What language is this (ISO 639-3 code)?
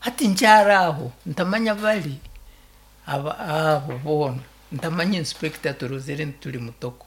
nyo